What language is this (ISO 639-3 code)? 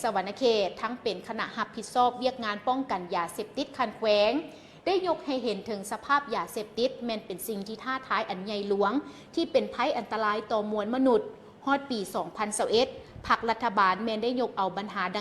lao